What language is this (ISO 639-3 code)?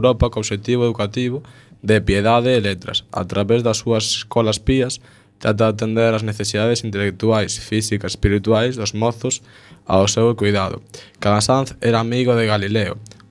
glg